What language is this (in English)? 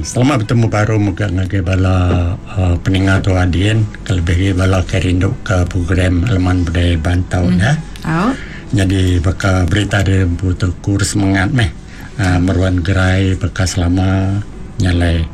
Iban